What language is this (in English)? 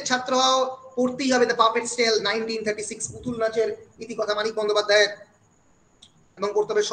Bangla